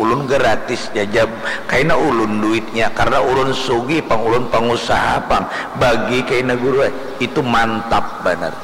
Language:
Banjar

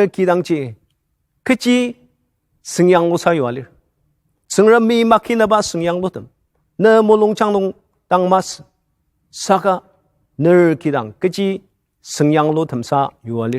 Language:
Ao Naga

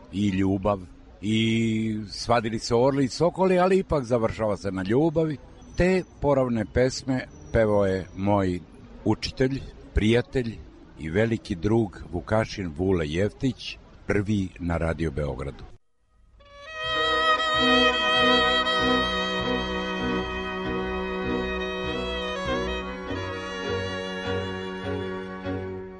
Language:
Serbian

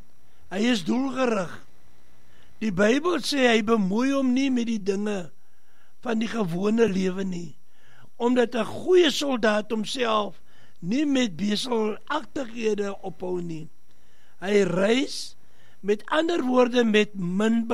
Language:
Afrikaans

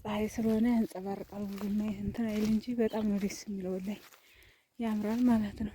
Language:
Amharic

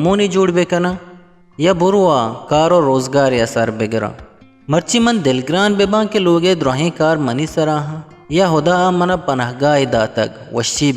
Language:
Eastern Balochi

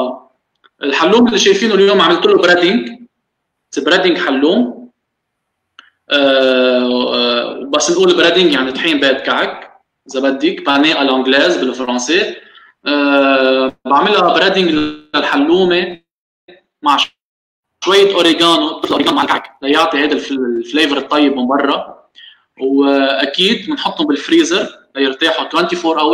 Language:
North Levantine Arabic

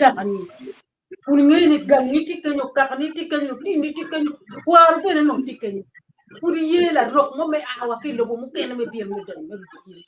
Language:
Acoli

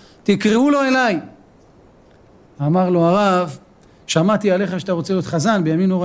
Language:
Hebrew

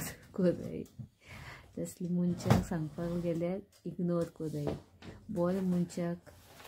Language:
Konkani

